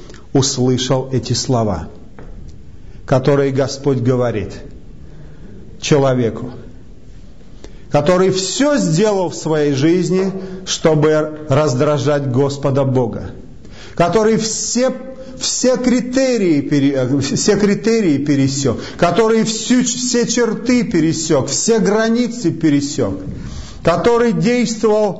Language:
Russian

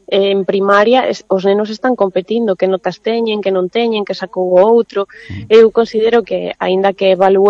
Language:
Galician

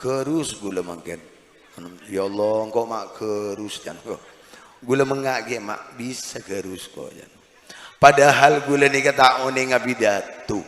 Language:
Madurese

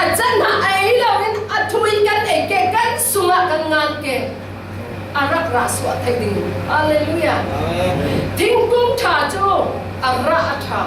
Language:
Falam Chin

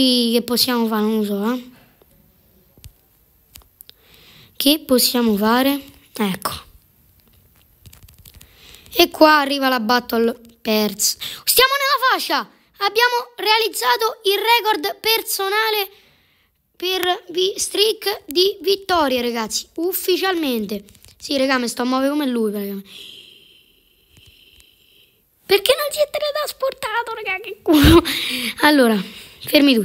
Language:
Italian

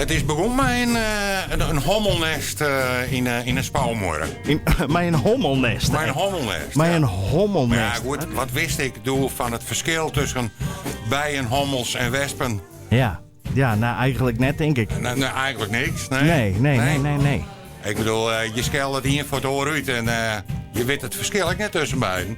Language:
Western Frisian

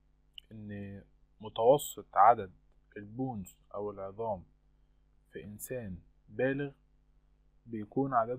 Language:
Egyptian Arabic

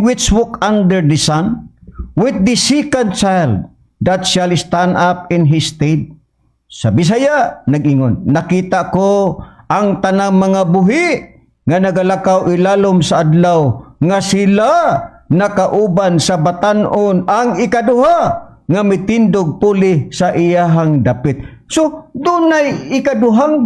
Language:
Cebuano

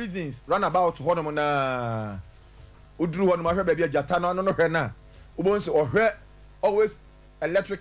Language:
Akan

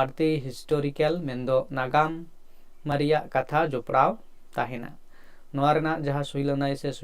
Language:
Santali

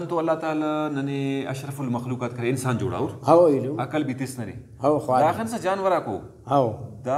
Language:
Brahui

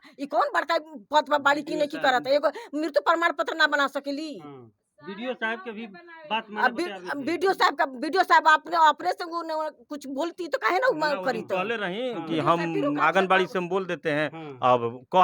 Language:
Bhojpuri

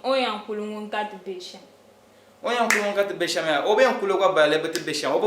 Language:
Dagbani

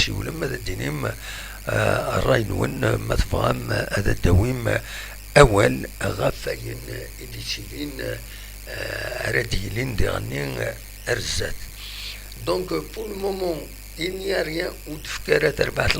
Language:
Kabyle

